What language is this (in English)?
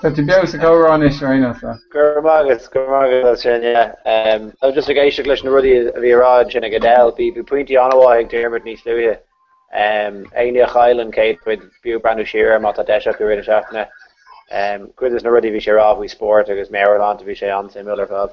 Irish